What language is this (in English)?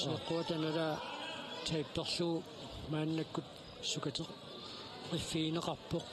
Kalaallisut